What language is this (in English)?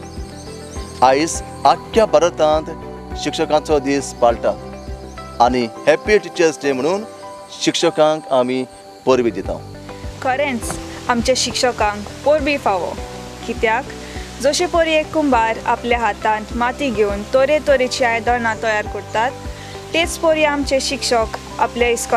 Konkani